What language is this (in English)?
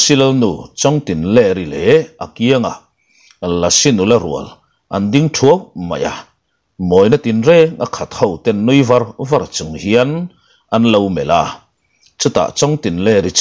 Mizo